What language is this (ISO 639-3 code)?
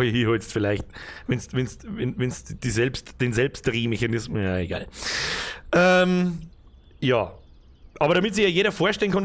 bar